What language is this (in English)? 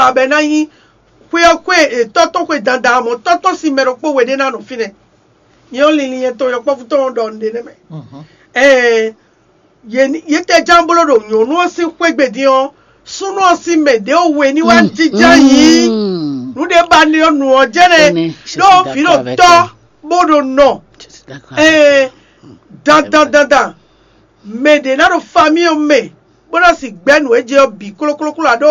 Fon